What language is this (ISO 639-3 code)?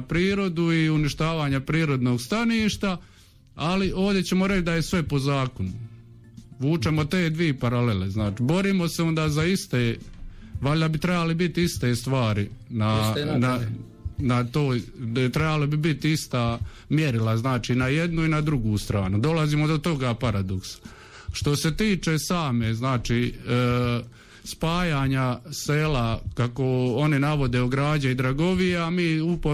hrv